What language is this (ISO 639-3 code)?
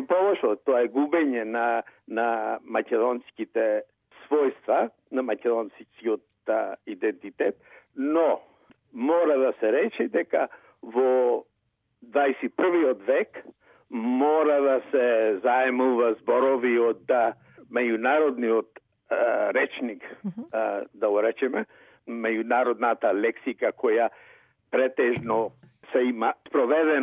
mkd